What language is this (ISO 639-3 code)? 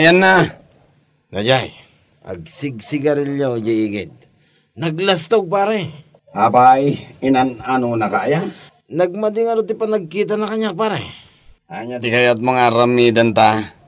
ilo